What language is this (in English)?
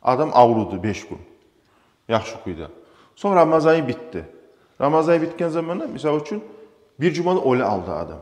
Kumyk